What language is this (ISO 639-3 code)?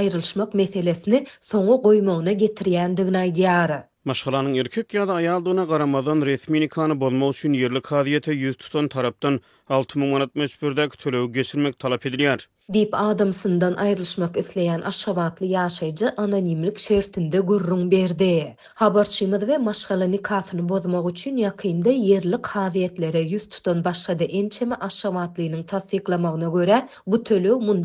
tuk